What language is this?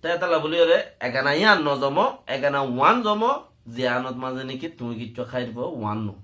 Rohingya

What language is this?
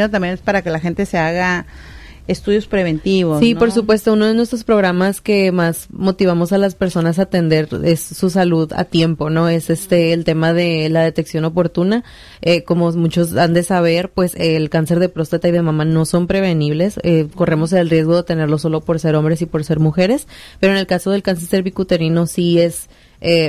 Spanish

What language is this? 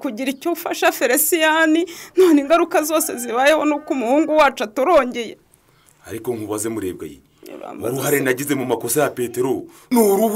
Kinyarwanda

